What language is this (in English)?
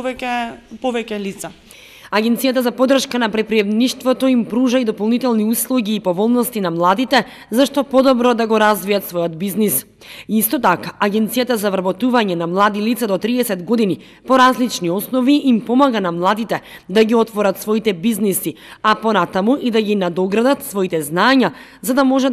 Macedonian